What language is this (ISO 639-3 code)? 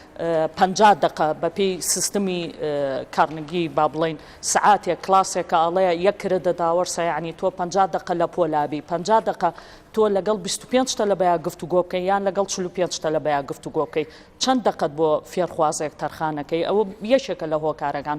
ckb